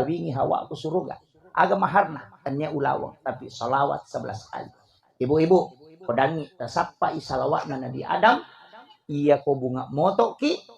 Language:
Buginese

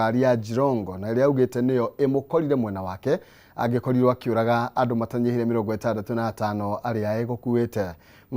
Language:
Kikuyu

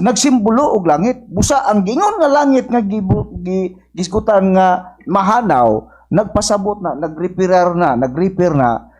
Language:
Cebuano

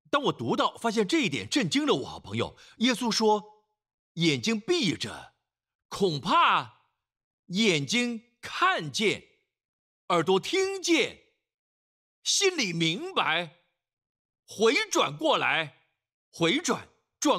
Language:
Chinese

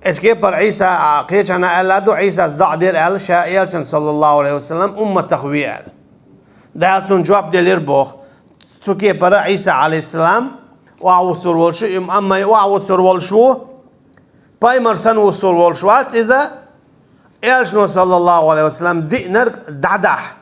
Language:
Chechen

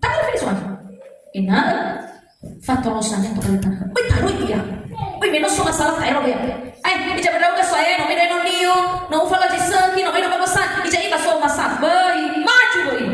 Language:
Nias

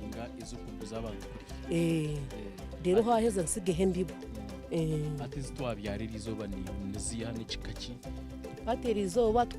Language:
Nyankole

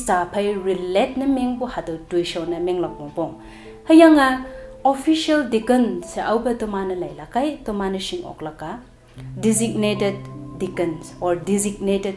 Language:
Konyak Naga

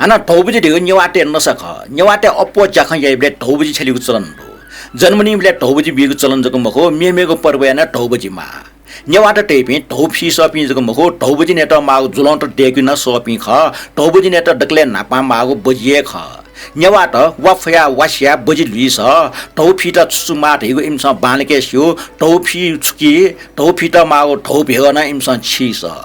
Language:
Newari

